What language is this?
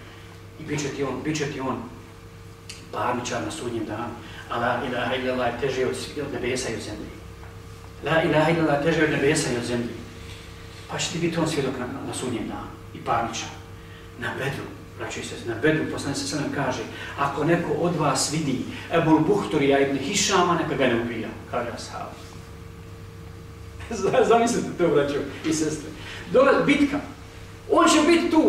Bosnian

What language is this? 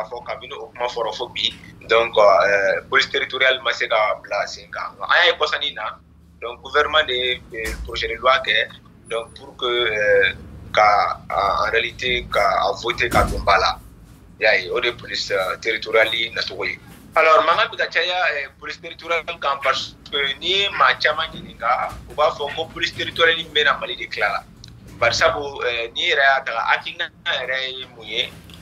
Bambara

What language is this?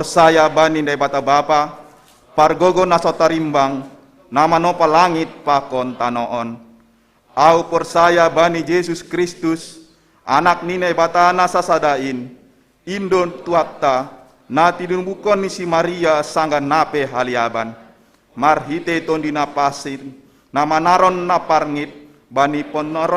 Batak Simalungun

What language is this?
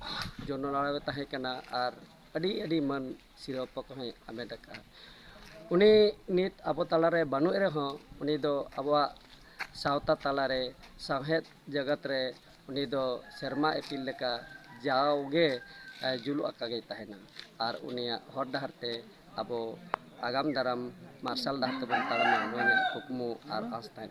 Santali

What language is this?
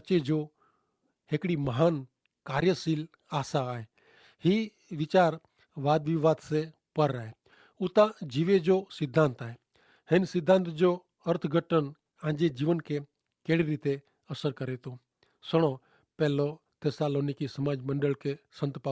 Kachhi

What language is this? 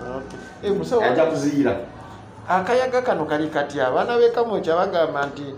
Ganda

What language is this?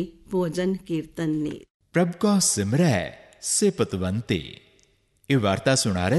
Punjabi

